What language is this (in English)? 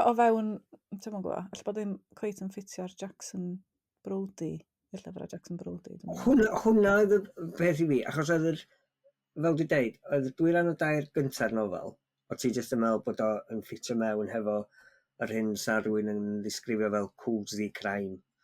Welsh